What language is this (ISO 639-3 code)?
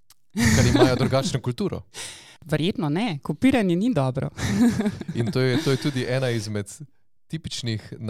slv